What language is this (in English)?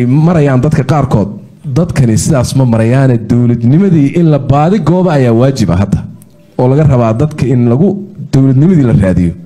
Somali